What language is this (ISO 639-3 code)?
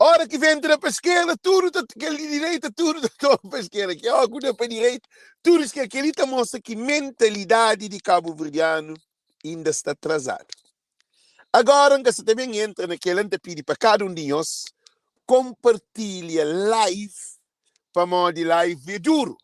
kea